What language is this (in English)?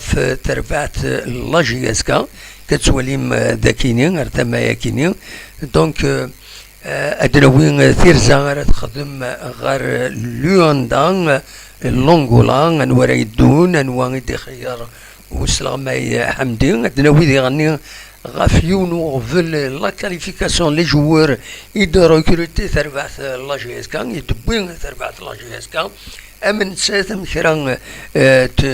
Kabyle